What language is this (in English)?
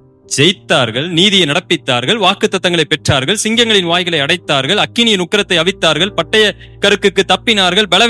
Tamil